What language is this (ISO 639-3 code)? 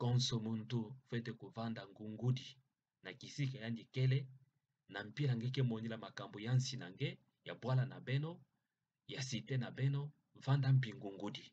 ktu